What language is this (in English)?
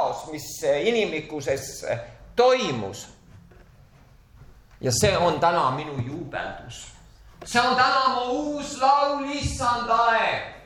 Estonian